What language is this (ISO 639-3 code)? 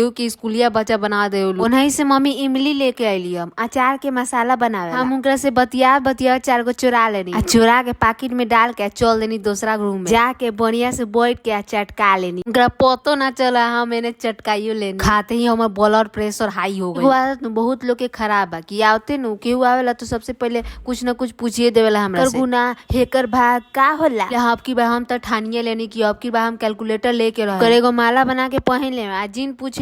bho